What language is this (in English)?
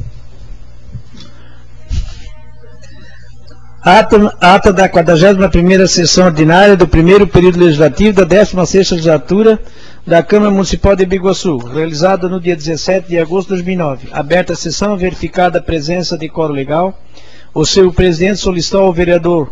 Portuguese